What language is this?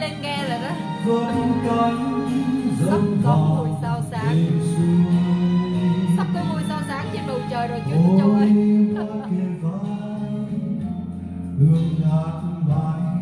Vietnamese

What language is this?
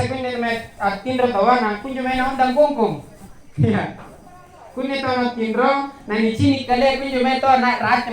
Makasar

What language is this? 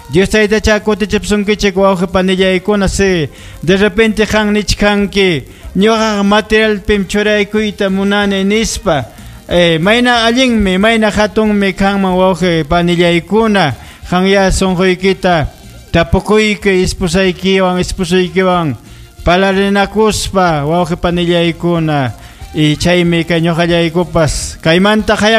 Ayacucho Quechua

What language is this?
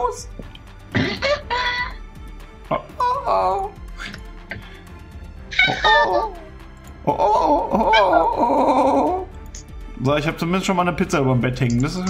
German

